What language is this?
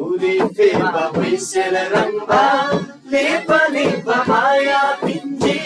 Eastern Tamang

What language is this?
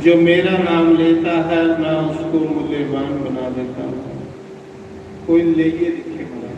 Dogri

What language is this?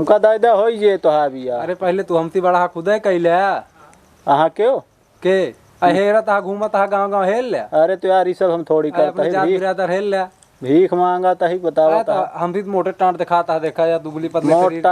Awadhi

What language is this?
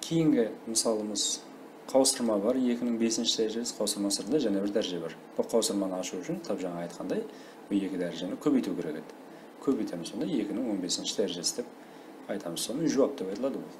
Kara-Kalpak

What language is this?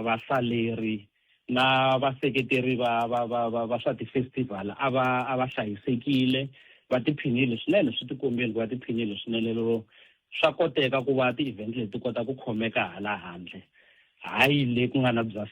Tsonga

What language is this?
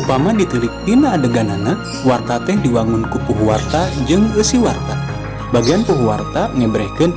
Sundanese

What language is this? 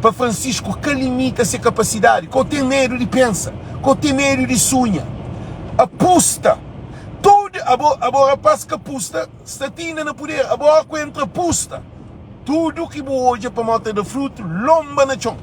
Kabuverdianu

